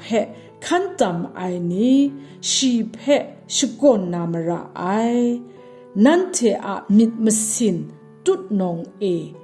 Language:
Kachin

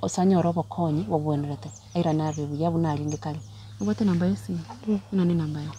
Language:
Gusii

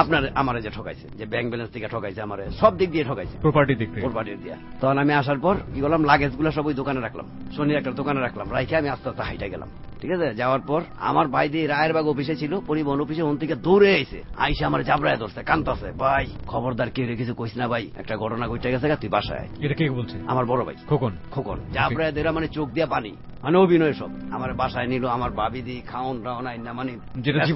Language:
Bangla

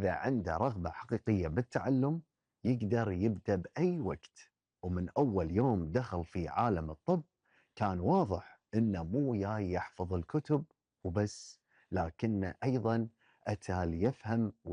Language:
Gulf Arabic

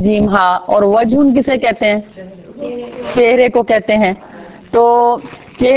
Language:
Urdu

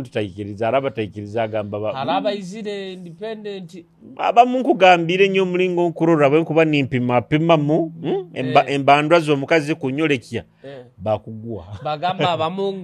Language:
Nyoro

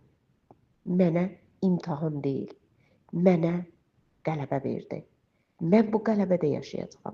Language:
Azerbaijani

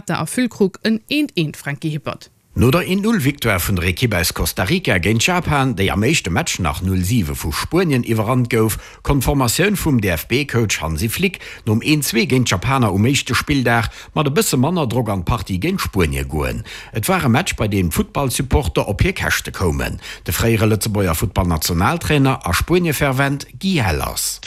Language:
Luxembourgish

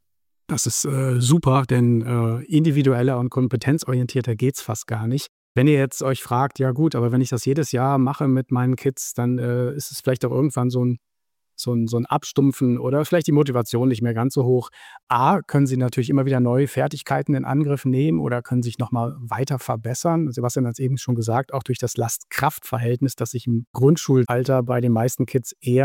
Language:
German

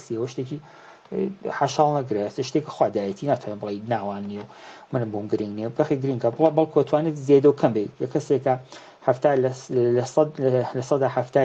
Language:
Central Kurdish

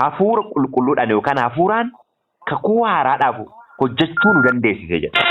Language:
Oromo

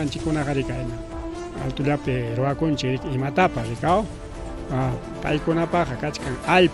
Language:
Ayacucho Quechua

